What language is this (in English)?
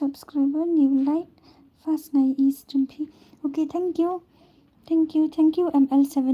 Khasi